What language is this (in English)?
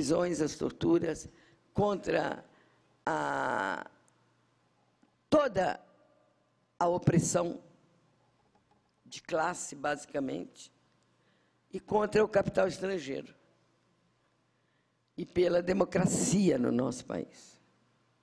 Portuguese